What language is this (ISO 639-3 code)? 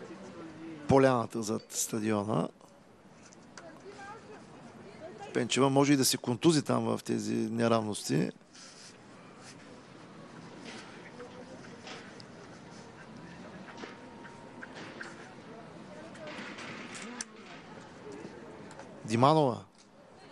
bul